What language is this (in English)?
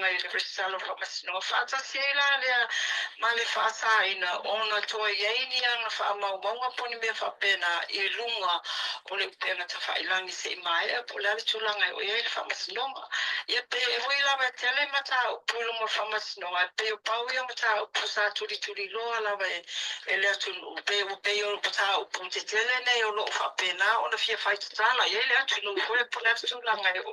Samoan